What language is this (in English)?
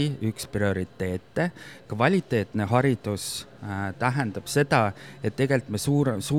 Estonian